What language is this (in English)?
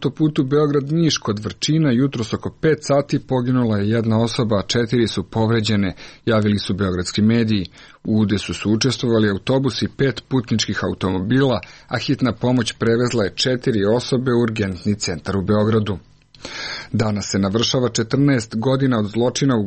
Serbian